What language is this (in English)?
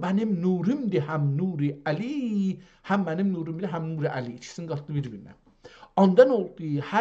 South Azerbaijani